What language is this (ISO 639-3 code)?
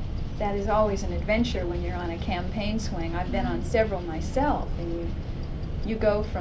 eng